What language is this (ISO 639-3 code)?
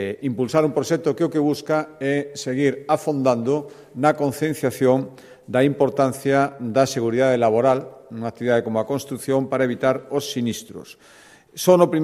glg